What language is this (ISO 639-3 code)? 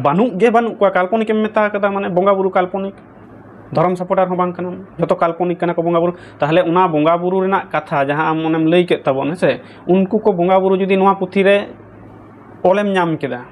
sat